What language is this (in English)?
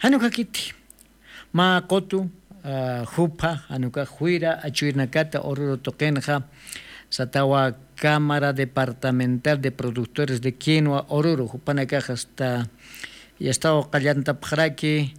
Aymara